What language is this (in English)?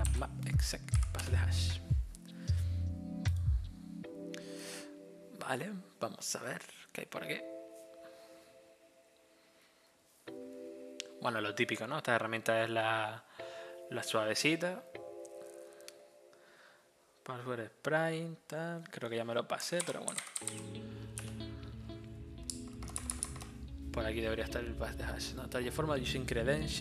Spanish